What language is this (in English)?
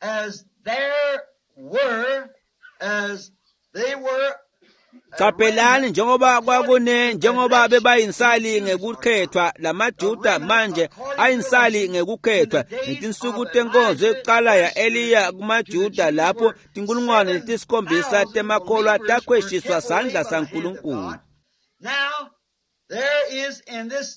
Swati